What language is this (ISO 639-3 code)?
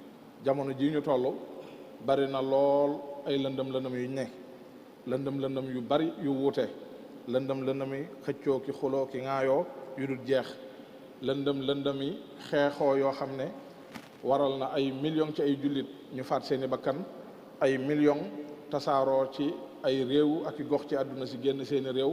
wol